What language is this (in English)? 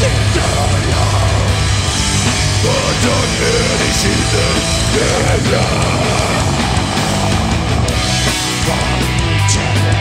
Hungarian